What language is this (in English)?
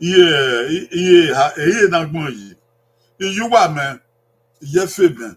Bini